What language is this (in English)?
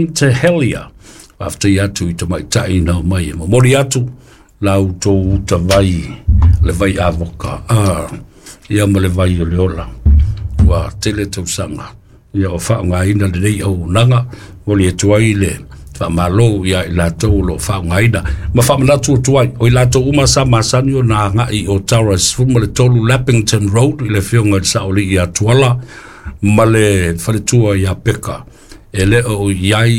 Samoan